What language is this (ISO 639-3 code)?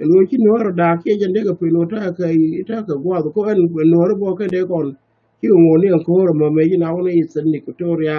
nus